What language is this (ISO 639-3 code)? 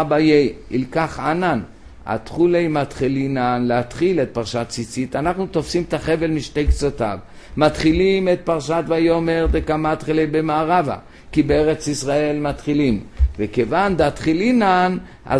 heb